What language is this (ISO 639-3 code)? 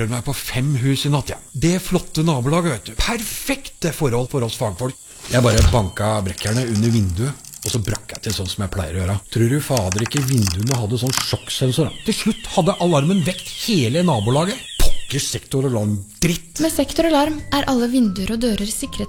nor